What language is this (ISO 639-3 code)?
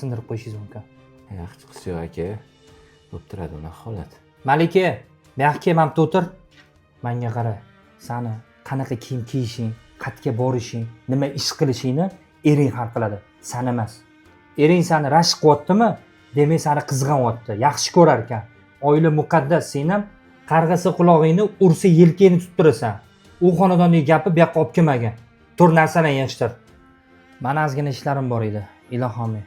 uzb